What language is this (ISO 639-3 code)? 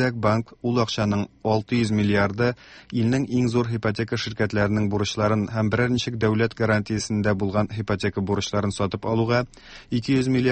tat